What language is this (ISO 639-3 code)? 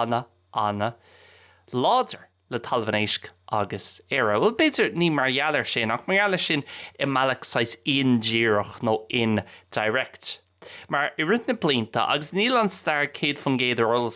gle